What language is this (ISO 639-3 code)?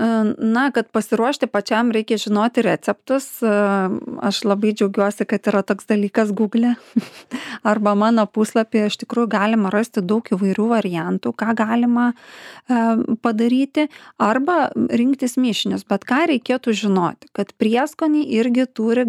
lit